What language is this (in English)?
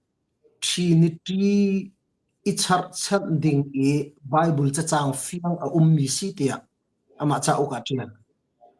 Hakha Chin